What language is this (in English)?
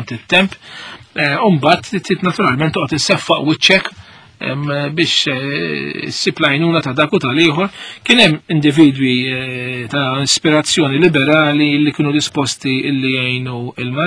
Maltese